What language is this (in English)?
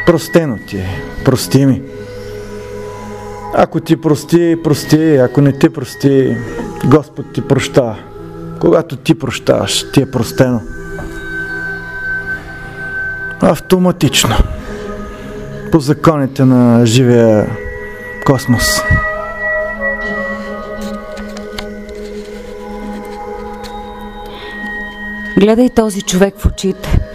Bulgarian